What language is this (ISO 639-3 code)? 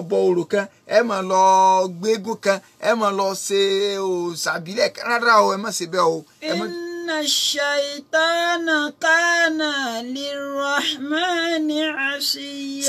yor